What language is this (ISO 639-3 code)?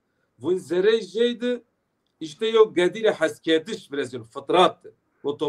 zza